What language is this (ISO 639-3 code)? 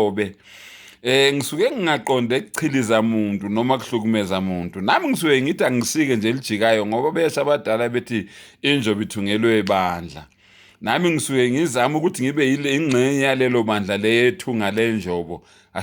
zul